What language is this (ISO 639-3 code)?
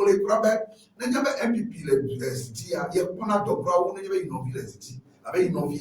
ewe